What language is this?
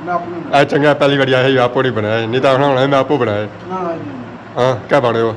Pahari-Potwari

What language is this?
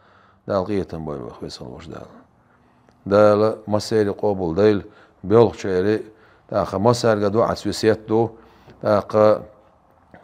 Chechen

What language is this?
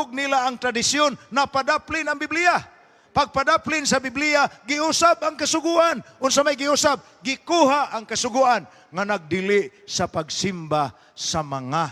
Cebuano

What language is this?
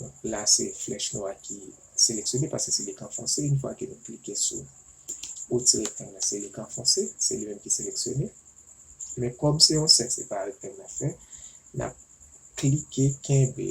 Haitian Creole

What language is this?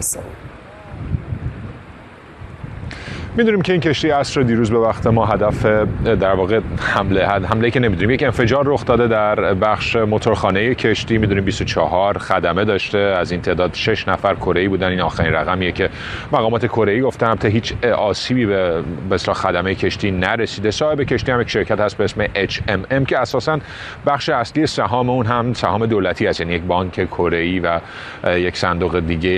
Persian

